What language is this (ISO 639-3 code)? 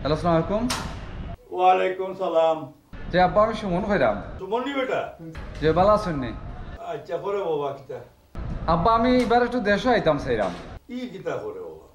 syl